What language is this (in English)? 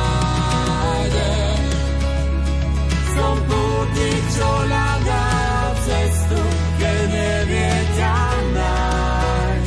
Slovak